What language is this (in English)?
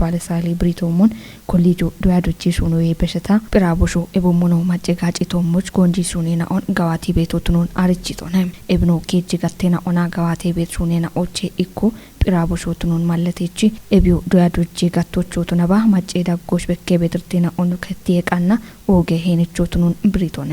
Kafa